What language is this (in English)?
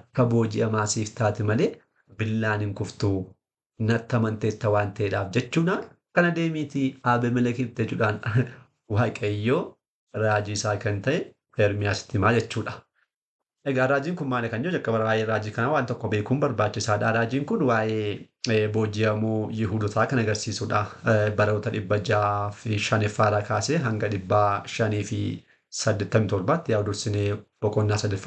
Oromo